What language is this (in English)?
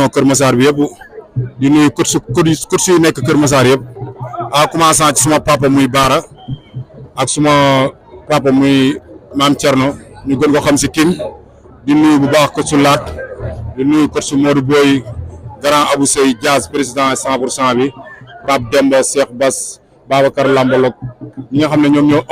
Wolof